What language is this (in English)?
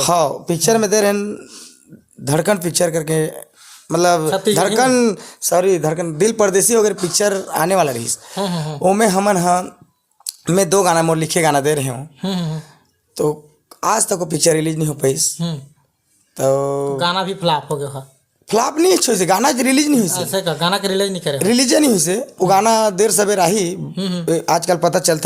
Chhattisgarhi